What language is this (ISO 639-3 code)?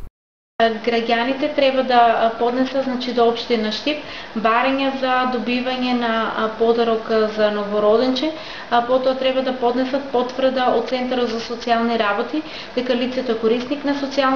mkd